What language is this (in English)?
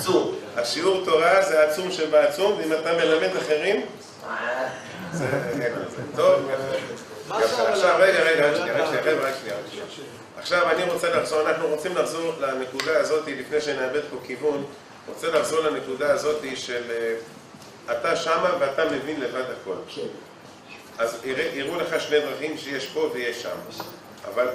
Hebrew